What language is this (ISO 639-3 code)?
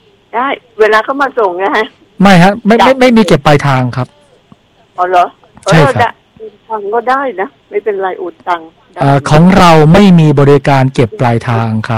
tha